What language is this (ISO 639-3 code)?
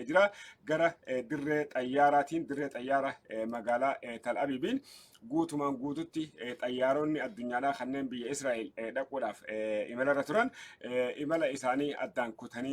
orm